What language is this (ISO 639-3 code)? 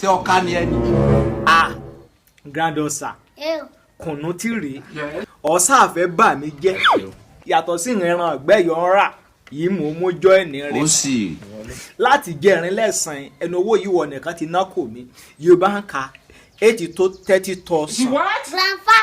yor